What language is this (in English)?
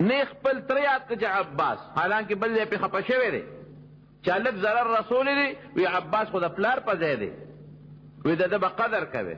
Pashto